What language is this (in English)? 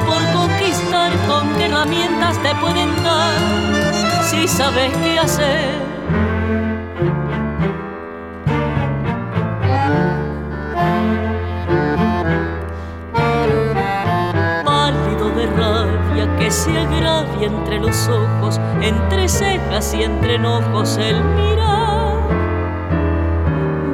Spanish